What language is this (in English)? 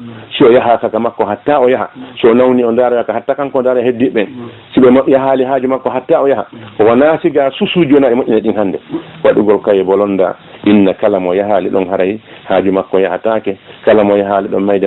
Fula